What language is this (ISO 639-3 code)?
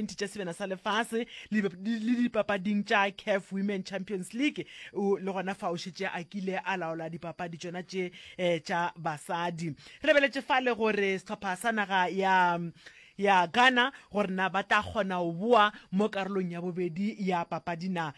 nso